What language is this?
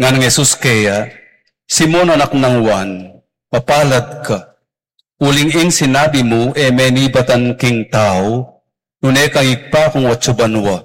Pampanga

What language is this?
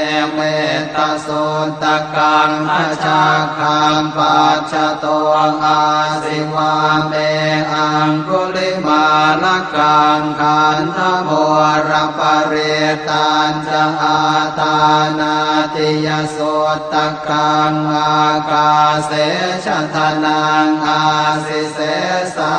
Pali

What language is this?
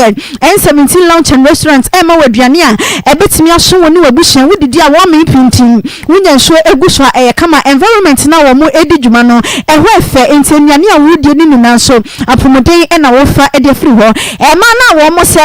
Akan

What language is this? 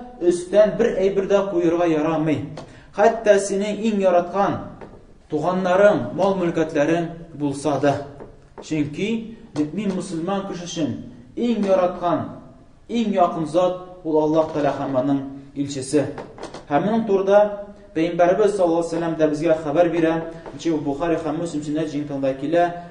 Tatar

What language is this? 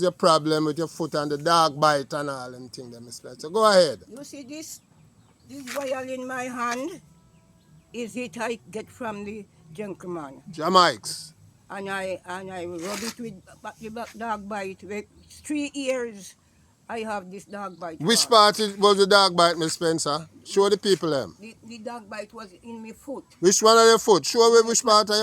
Jamaican Creole English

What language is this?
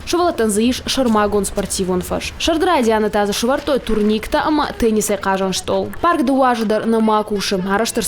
Ossetic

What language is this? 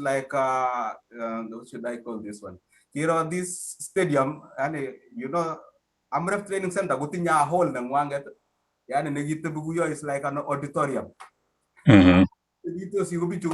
Kalenjin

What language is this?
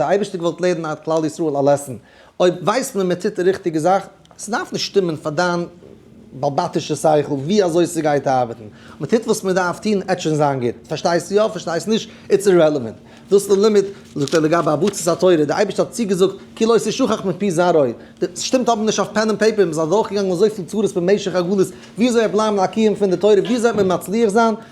Yiddish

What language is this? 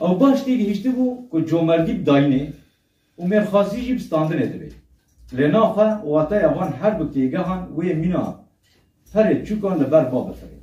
Kurdish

